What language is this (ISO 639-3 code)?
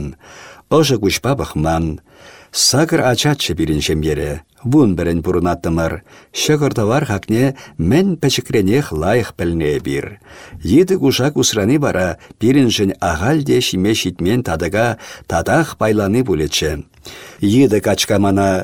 chv